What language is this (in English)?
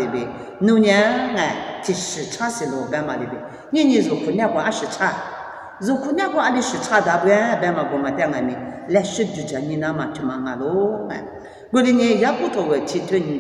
Lisu